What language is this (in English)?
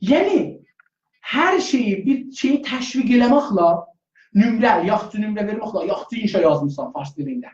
South Azerbaijani